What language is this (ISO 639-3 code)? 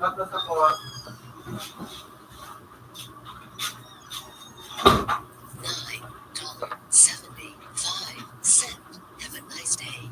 bik